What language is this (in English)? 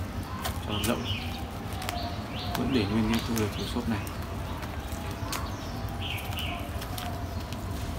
Vietnamese